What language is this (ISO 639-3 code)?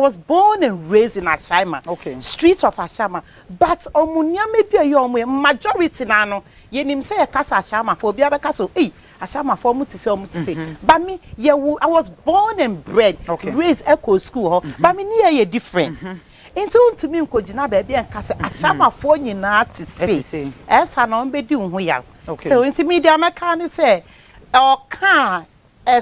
aka